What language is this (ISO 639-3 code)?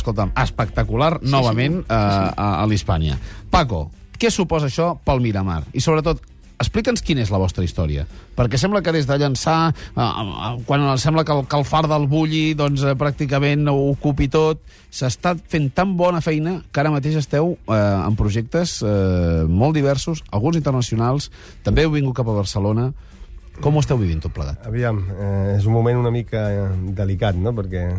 cat